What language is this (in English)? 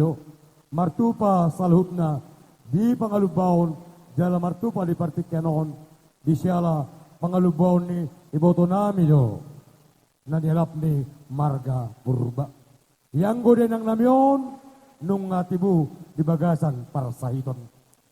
Batak Toba